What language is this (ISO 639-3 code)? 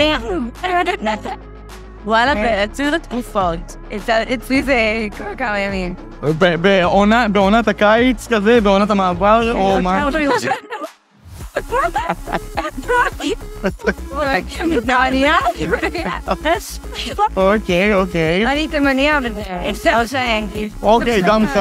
heb